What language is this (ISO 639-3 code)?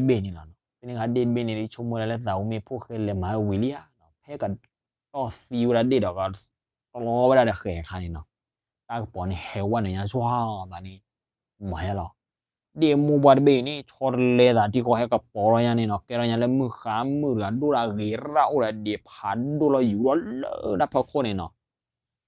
ksw